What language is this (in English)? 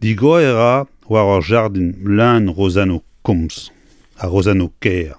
Breton